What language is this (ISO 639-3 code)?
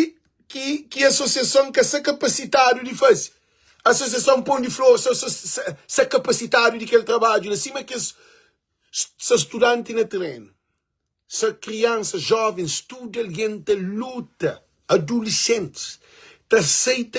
kea